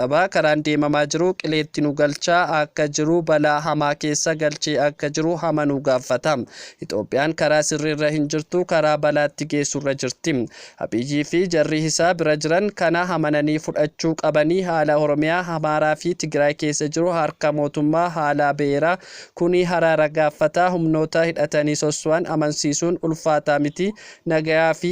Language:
Oromo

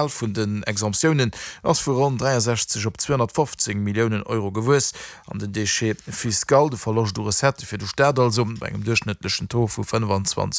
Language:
Luxembourgish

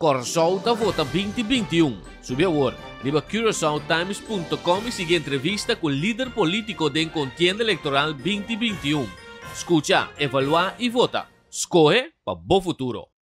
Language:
Papiamento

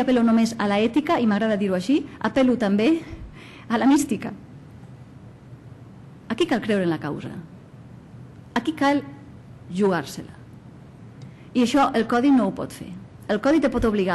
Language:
Catalan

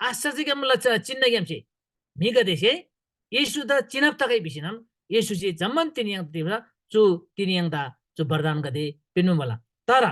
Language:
Eastern Tamang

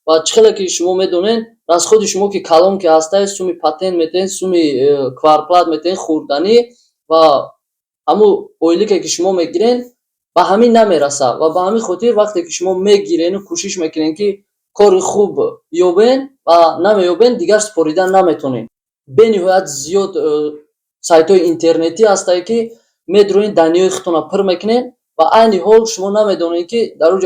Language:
Tajik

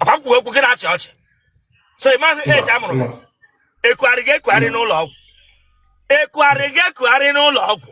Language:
Igbo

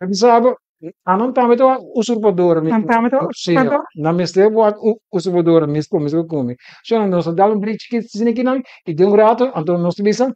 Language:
Papiamento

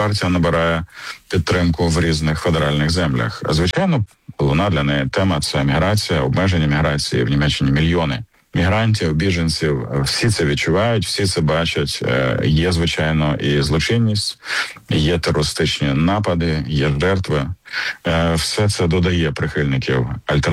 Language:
Ukrainian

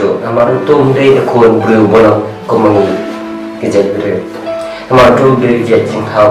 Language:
Khasi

